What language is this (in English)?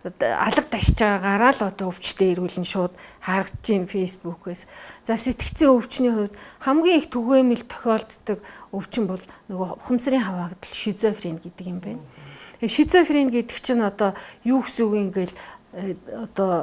Mongolian